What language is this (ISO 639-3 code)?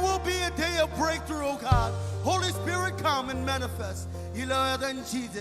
mah